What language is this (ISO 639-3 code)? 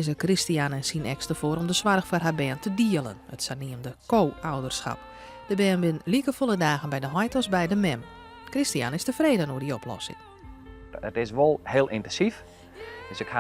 fry